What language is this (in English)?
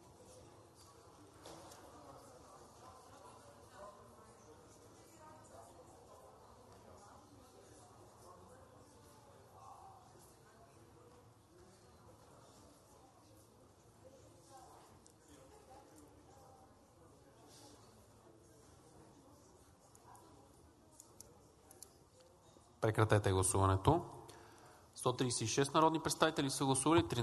Bulgarian